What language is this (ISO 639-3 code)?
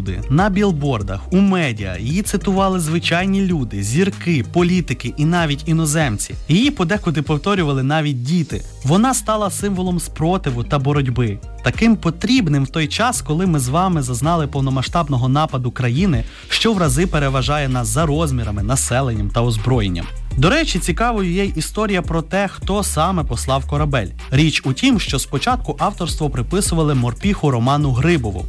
ukr